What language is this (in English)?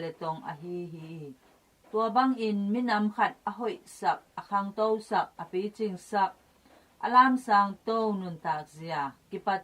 Tedim Chin